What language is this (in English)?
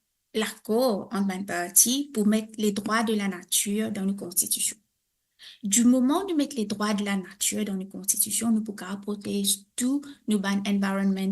Morisyen